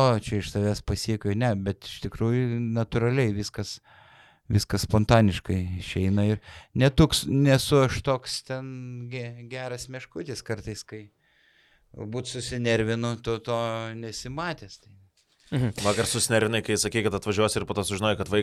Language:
Lithuanian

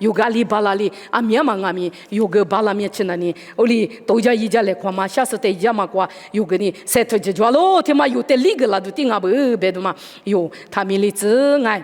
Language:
Lisu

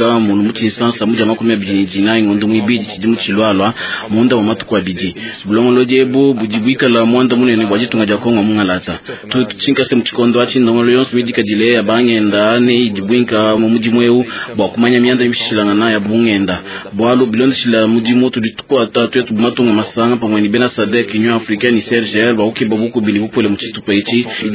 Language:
Luba-Lulua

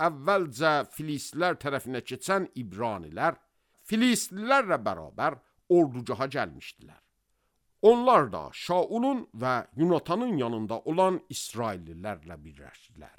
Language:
Azerbaijani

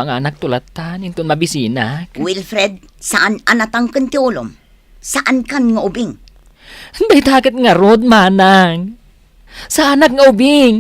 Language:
Iloko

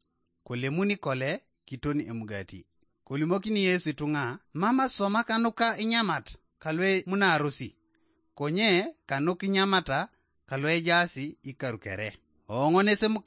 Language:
Teso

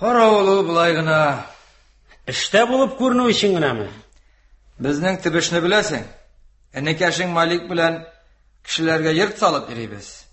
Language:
Tatar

